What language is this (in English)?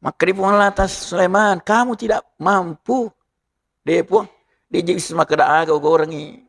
Buginese